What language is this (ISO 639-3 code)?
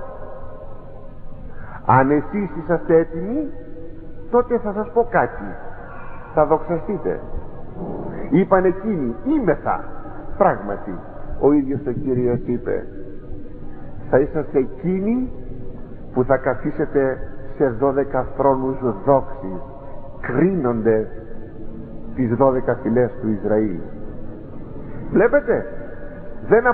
ell